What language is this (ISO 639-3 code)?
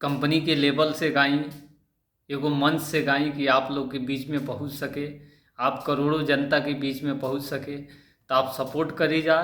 bho